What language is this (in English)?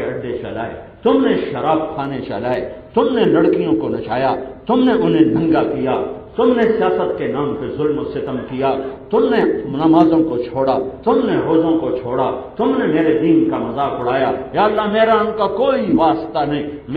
Urdu